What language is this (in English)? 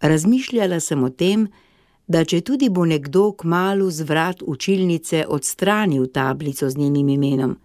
Slovenian